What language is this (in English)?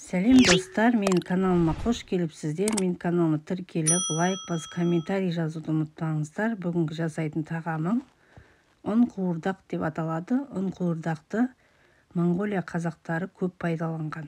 Kazakh